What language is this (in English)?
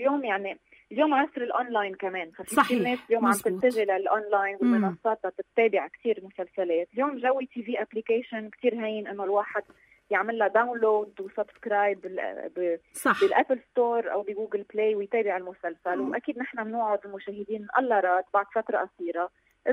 North Levantine Arabic